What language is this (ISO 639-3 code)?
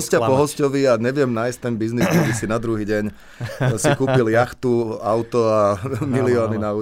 slk